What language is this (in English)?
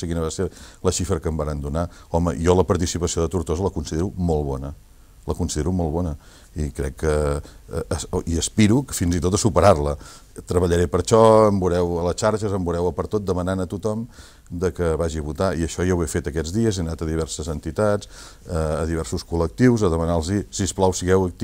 Catalan